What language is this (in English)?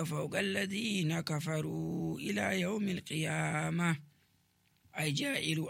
Nigerian Fulfulde